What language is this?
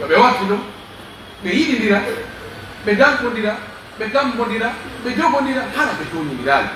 Pular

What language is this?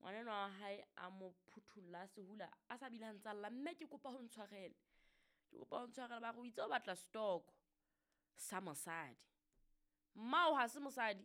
Southern Sotho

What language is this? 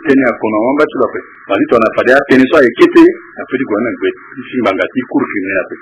Sango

